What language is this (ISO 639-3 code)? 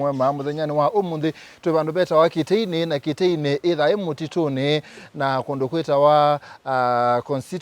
kam